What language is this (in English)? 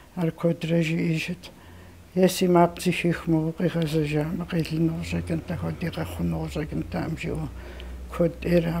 Kabardian